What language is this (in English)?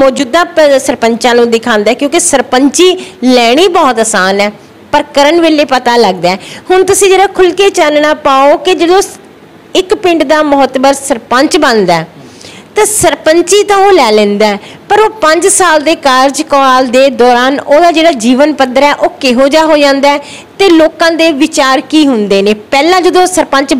Punjabi